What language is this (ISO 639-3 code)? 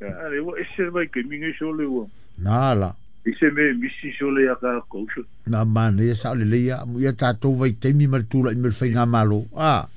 smo